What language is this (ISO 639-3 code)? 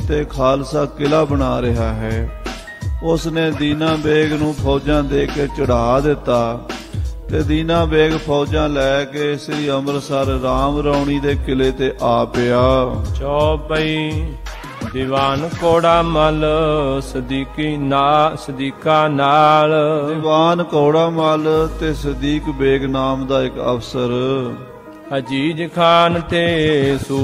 pan